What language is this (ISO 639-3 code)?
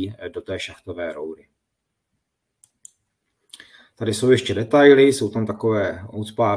ces